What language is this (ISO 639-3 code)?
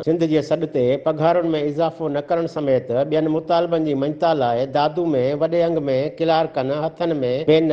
snd